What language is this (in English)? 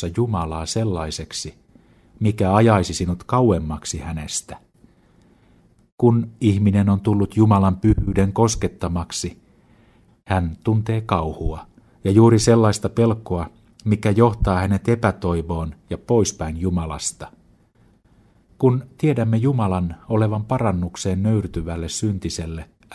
Finnish